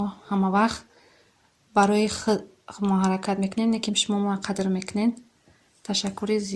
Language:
Tajik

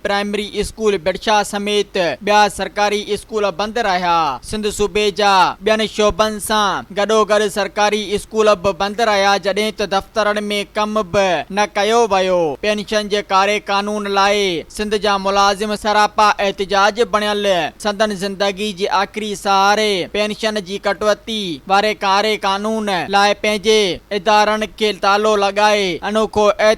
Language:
Sindhi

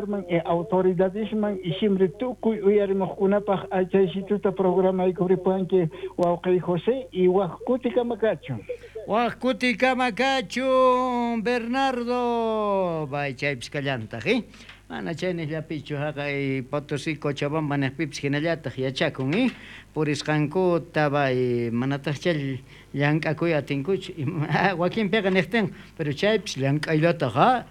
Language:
South Bolivian Quechua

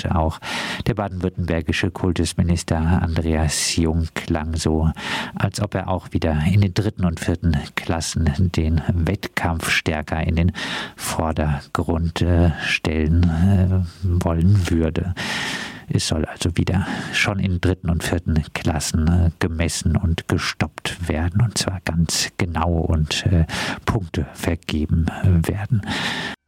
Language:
German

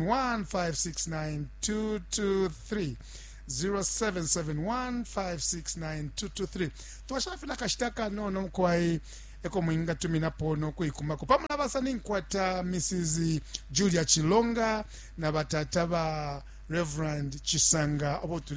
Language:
Bemba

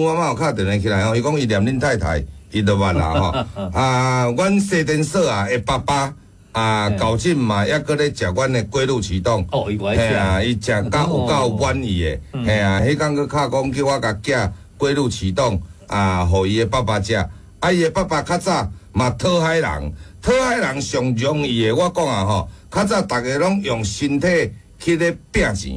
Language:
Min Nan Chinese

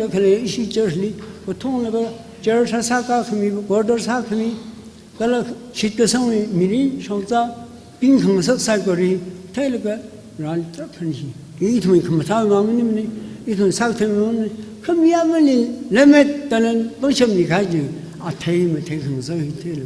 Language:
Tangkhul Naga (India)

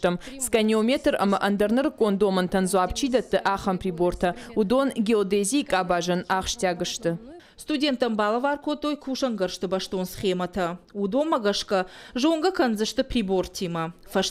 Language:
Ossetic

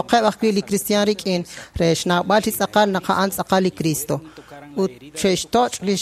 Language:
Kekchí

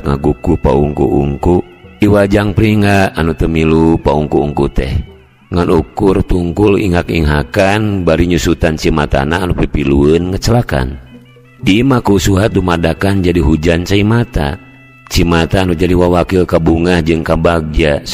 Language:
Sundanese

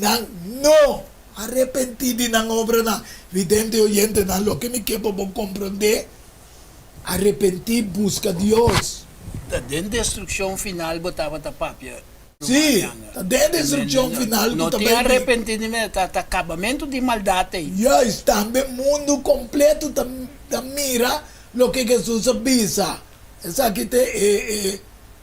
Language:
Papiamento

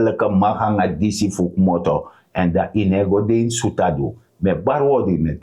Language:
Sranan Tongo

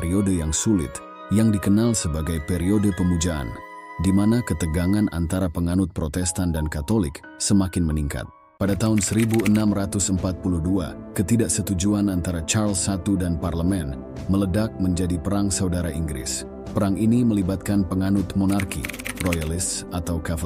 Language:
Indonesian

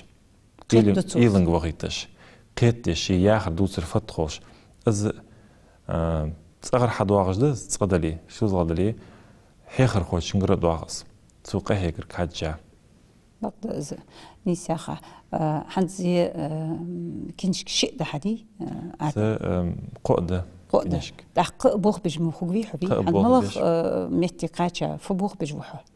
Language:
Ingush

